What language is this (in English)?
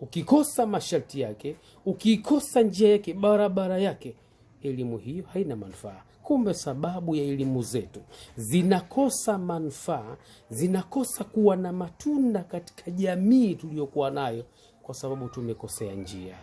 Swahili